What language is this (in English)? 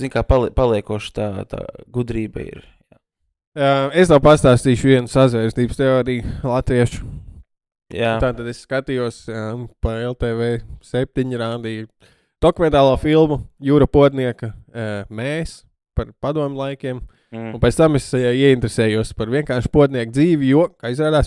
Latvian